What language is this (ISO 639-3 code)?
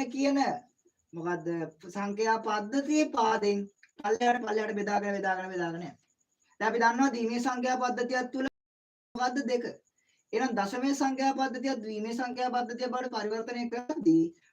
sin